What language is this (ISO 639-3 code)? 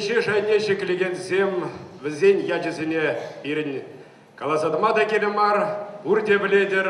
chv